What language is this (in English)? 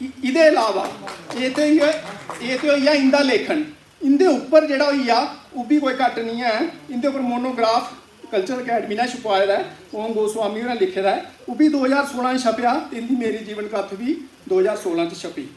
Dogri